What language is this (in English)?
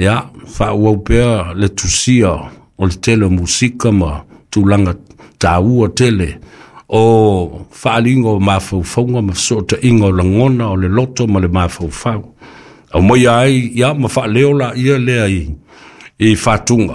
Samoan